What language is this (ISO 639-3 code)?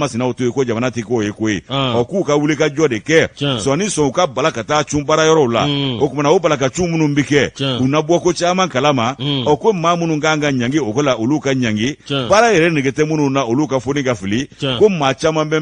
bam